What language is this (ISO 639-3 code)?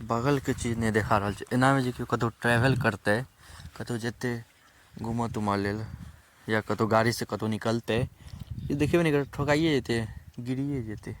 mai